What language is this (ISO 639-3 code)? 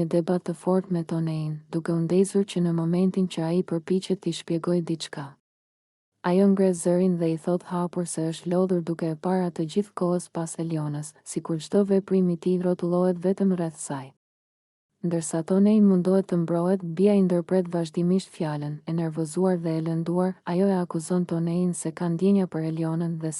sqi